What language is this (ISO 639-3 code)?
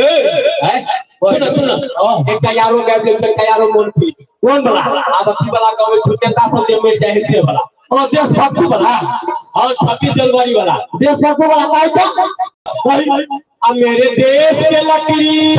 mai